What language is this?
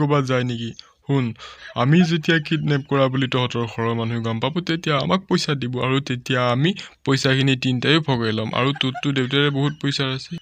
Assamese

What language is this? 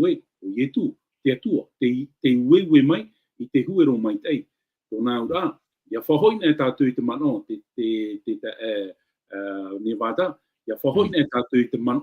Tahitian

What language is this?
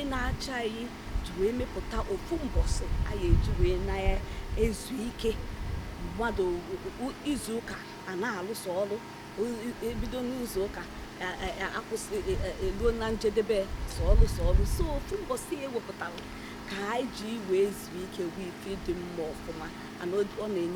Igbo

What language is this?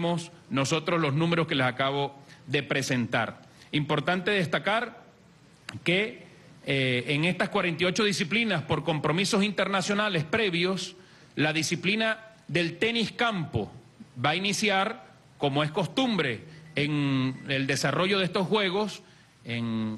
Spanish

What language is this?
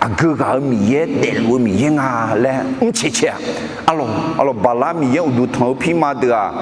Akha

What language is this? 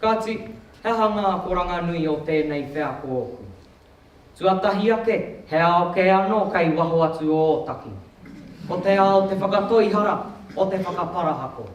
Māori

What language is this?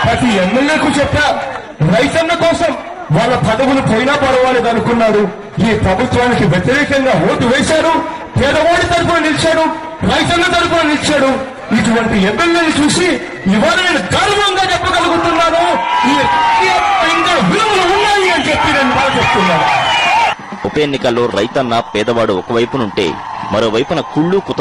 Telugu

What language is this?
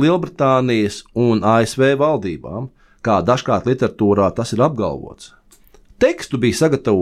Latvian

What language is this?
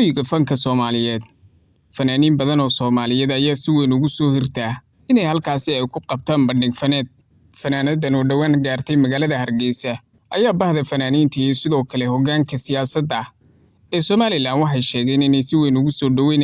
Somali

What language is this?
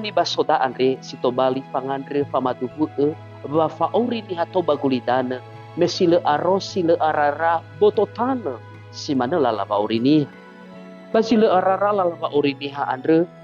Nias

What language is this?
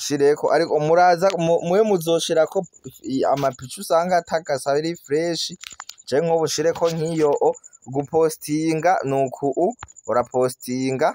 Rundi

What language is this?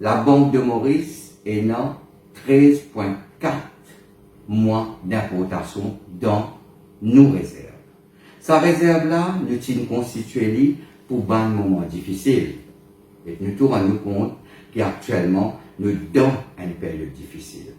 Morisyen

